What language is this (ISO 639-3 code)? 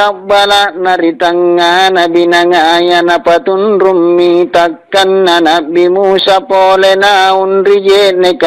mak